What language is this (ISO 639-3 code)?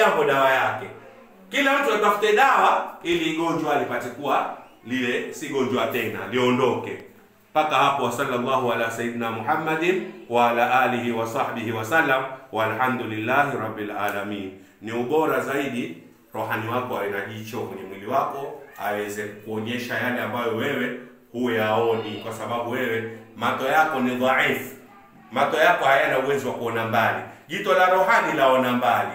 swa